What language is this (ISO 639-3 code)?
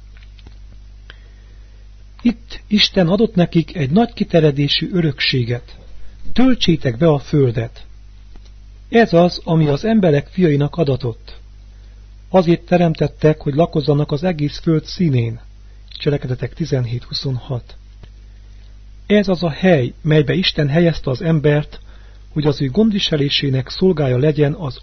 hun